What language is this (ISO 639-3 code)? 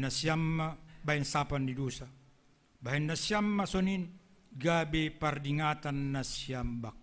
bts